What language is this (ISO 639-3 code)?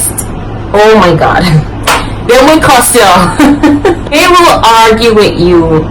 jam